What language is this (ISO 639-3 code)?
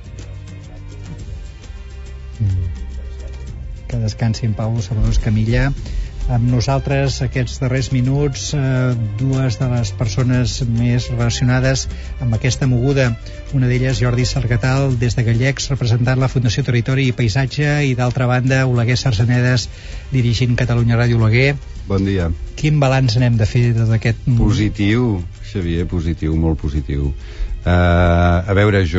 cat